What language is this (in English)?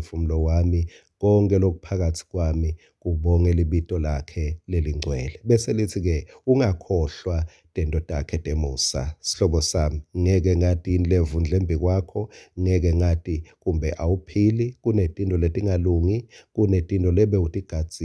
Swati